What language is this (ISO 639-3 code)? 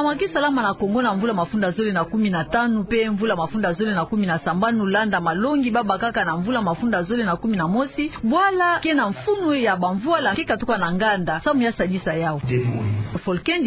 ktu